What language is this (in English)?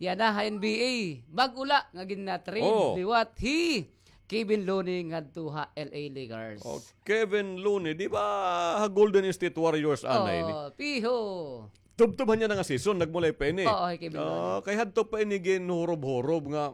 Waray